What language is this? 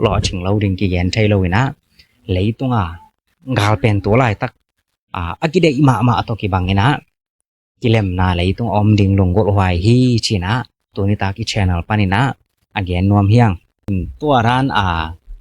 Tedim Chin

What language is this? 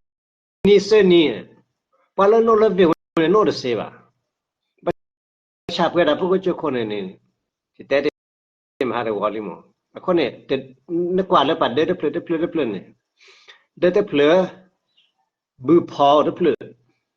S'gaw Karen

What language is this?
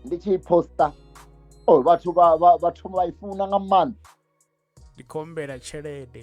Venda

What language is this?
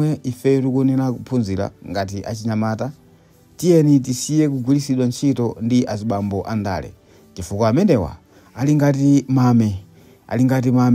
Nyanja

